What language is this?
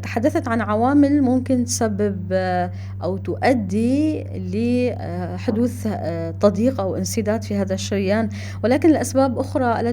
North Levantine Arabic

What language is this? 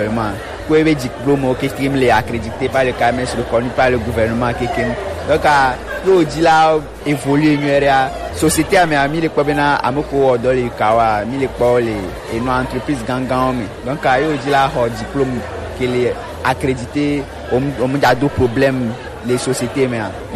Gen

